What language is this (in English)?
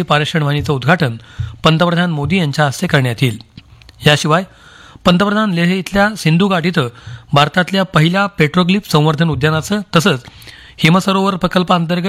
Marathi